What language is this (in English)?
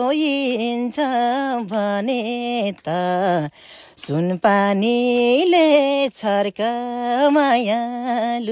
Nepali